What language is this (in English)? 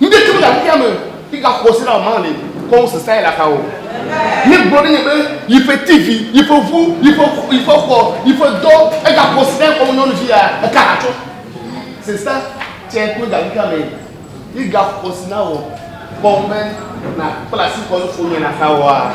Ewe